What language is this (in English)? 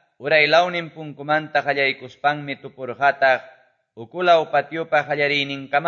Quechua